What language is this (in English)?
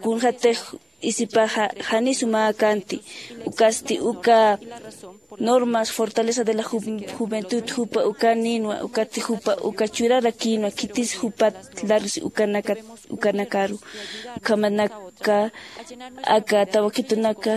Aymara